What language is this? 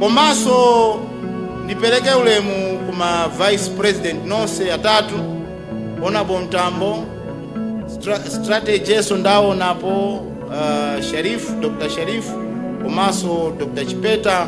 Nyanja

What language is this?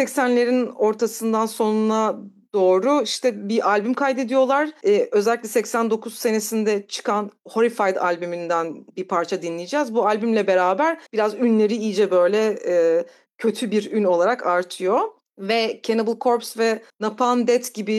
Turkish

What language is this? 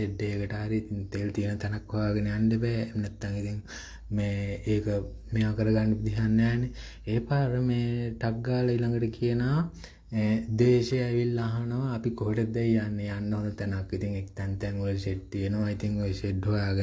Sinhala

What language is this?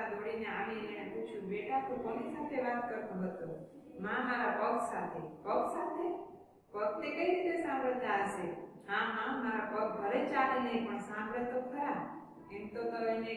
Gujarati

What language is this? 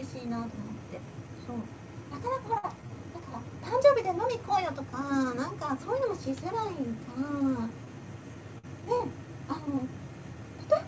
Japanese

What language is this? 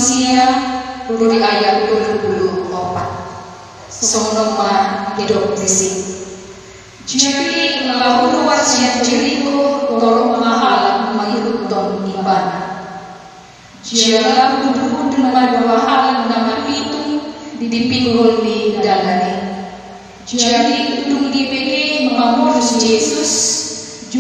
Batak Toba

